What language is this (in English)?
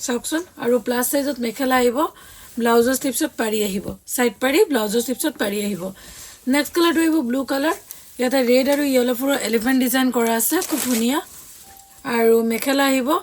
Assamese